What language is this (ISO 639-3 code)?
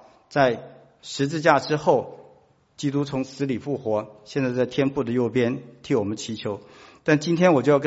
zho